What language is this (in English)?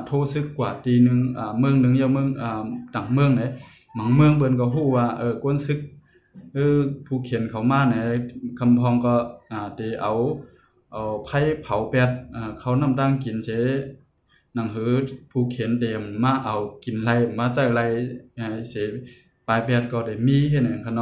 Shan